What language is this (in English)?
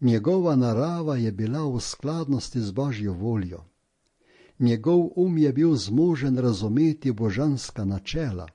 Slovenian